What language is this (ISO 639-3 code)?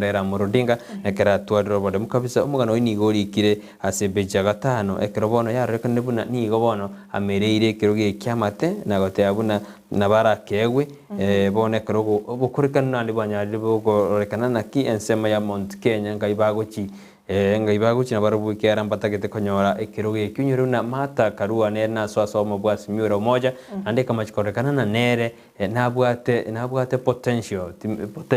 guz